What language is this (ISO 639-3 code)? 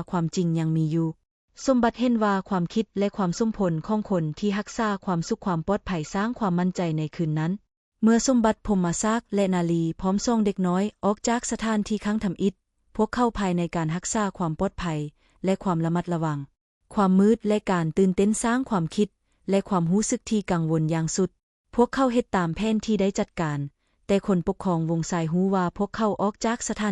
lao